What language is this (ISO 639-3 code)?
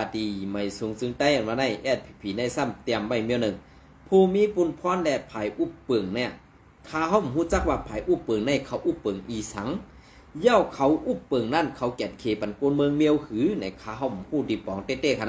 shn